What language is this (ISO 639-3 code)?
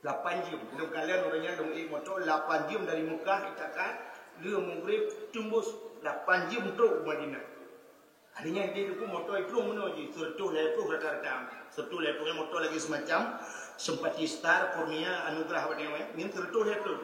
ace